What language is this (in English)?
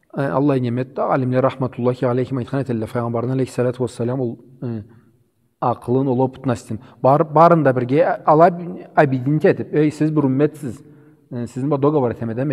Karachay-Balkar